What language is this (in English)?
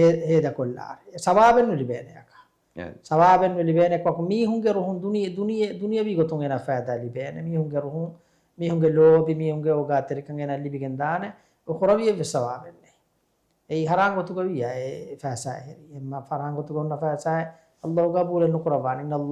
Divehi